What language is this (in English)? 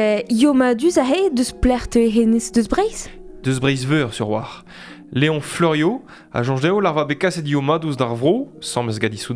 Breton